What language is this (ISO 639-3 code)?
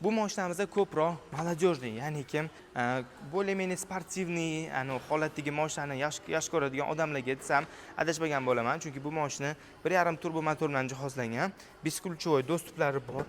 uzb